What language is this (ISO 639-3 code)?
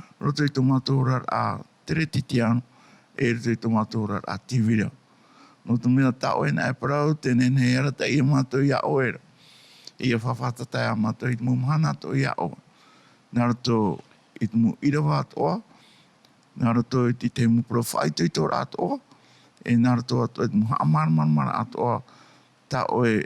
tah